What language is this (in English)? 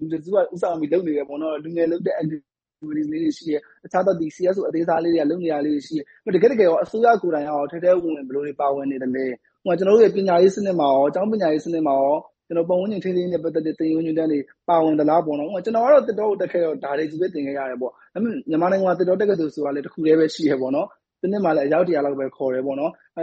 Burmese